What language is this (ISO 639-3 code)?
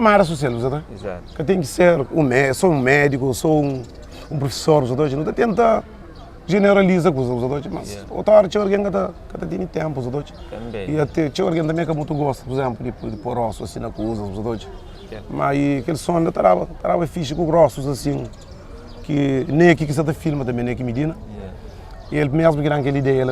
kea